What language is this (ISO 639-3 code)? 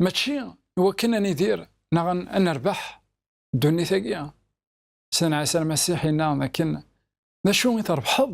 kab